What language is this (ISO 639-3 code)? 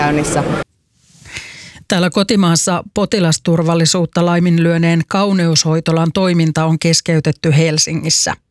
fin